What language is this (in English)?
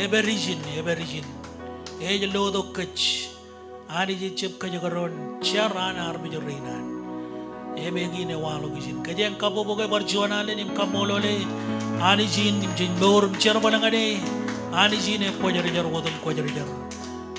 Marshallese